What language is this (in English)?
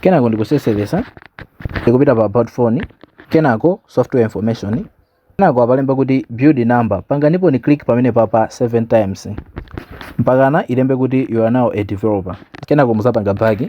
Nyanja